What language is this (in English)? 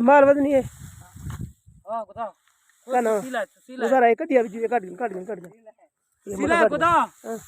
Saraiki